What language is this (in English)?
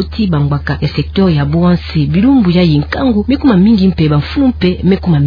Kituba (Democratic Republic of Congo)